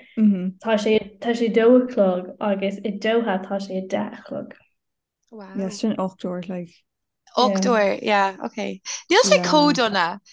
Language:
Irish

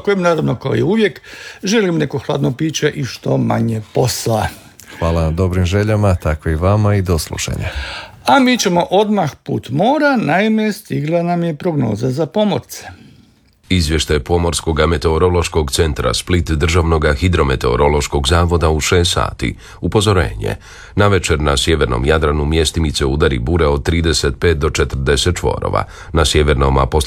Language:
Croatian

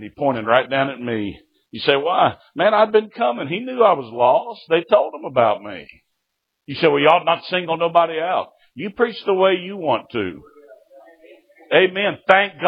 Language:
English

